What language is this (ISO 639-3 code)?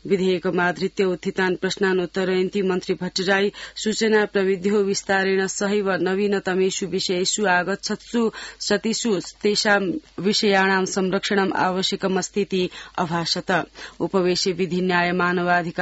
san